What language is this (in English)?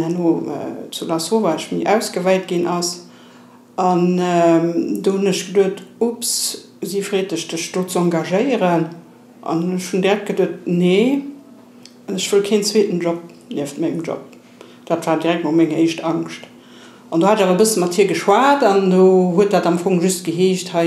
Luxembourgish